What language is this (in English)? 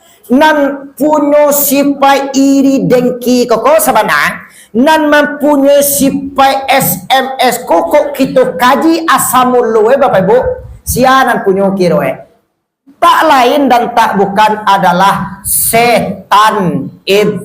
Minangkabau